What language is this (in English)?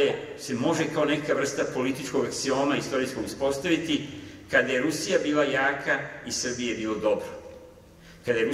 Serbian